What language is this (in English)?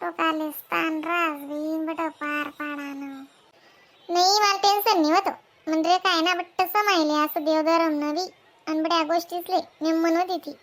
Khandesi